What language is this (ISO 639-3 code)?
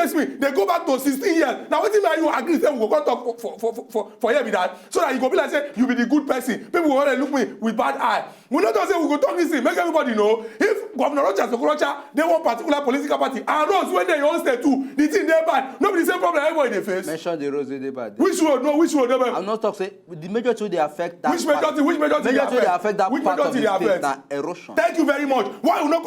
pcm